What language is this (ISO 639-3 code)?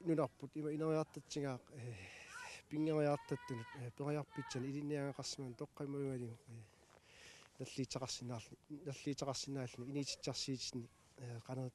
kal